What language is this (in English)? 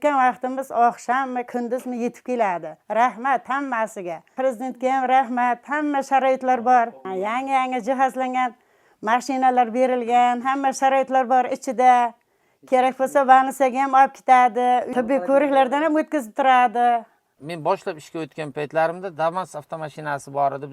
Uzbek